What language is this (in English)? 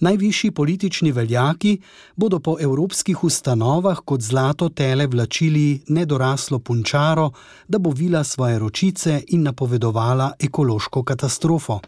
Slovenian